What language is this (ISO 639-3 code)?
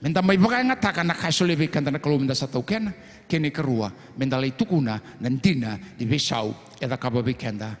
fij